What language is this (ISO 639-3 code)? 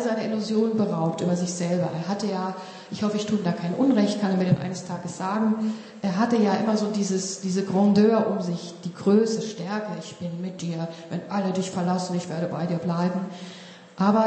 deu